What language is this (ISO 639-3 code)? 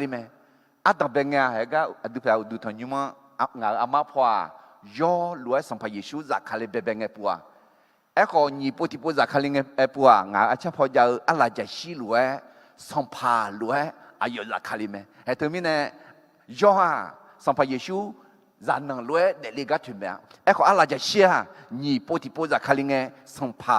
ahk